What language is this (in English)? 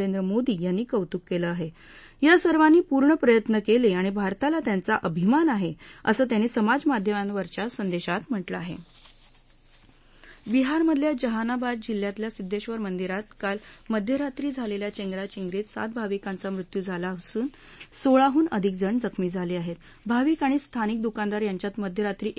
Marathi